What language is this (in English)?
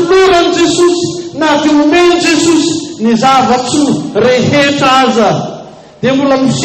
Malagasy